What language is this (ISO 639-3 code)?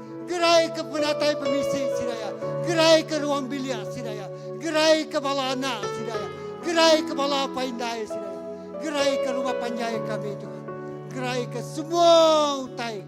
iba